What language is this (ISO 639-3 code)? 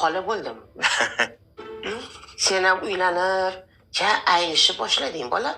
uzb